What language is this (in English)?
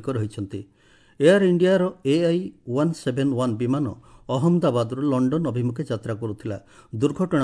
Odia